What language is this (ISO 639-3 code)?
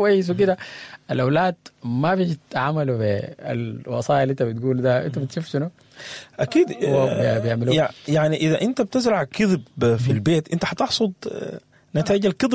apd